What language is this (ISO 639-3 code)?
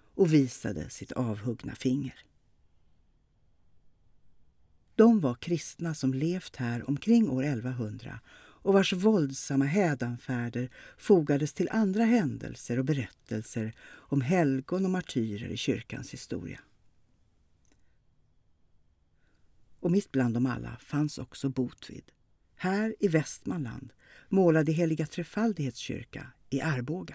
swe